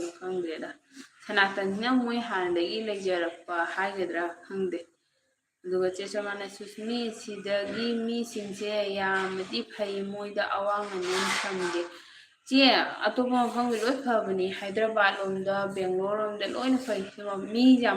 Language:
Manipuri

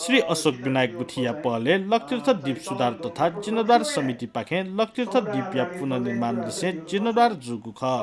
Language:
Newari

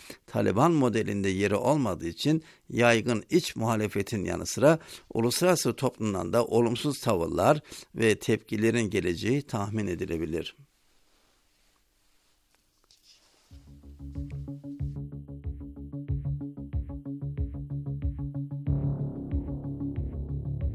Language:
Turkish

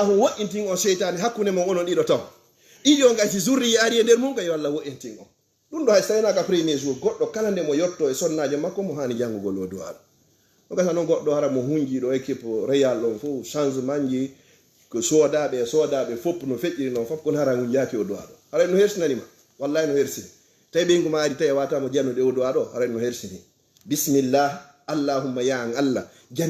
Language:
Fula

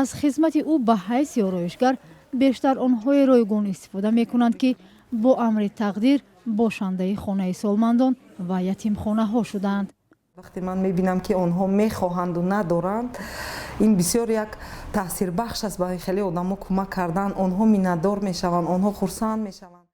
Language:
Tajik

